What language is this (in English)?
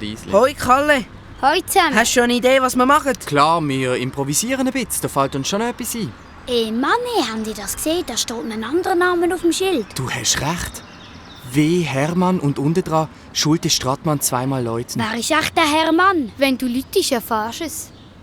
Swiss German